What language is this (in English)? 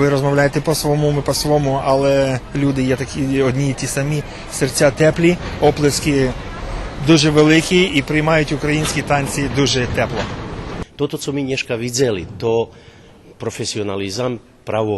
Rusyn